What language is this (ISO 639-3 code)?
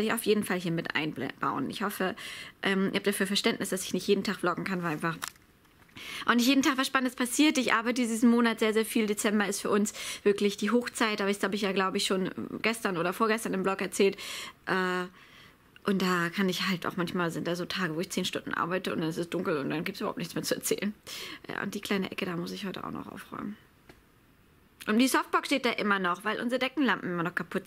deu